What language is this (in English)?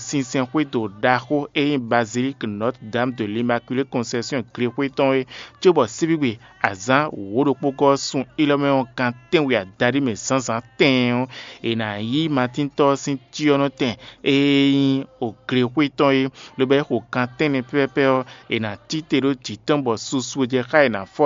Fon